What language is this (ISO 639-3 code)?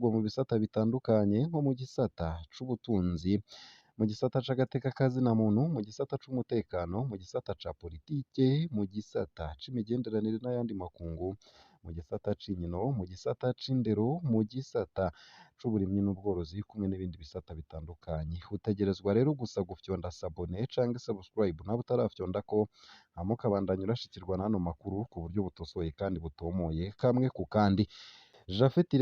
run